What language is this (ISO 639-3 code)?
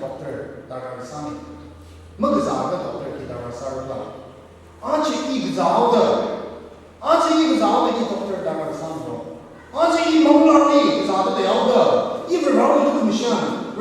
nmf